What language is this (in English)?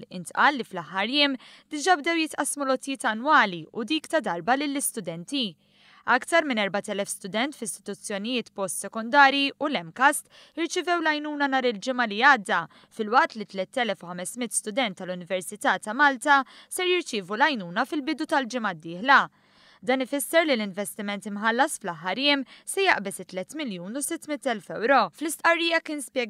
Maltese